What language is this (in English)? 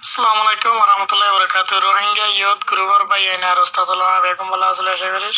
Rohingya